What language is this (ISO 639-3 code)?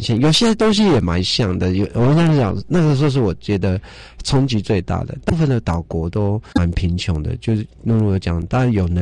zho